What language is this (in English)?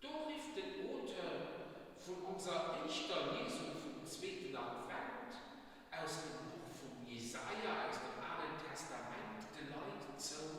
Luxembourgish